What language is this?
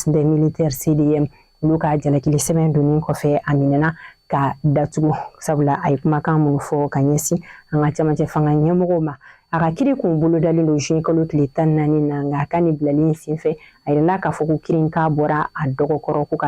Bambara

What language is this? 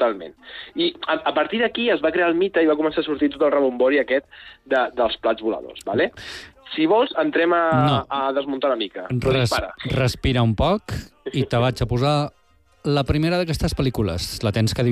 Catalan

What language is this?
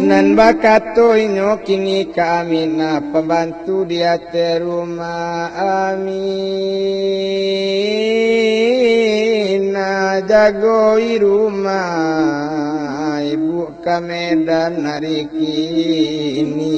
Minangkabau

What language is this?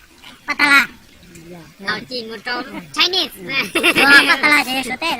Hmong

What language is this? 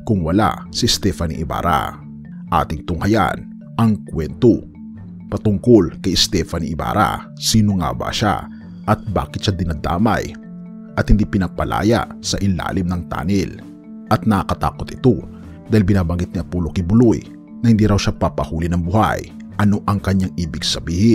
Filipino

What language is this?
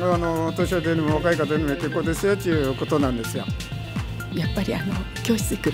Japanese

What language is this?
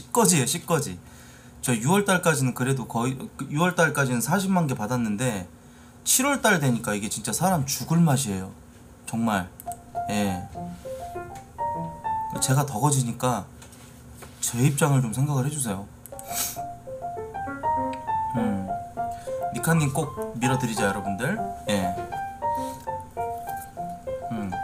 Korean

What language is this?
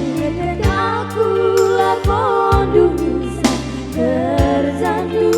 Batak Karo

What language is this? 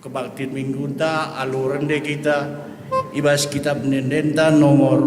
Batak Karo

